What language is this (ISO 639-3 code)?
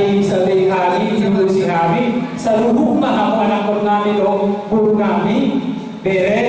bbc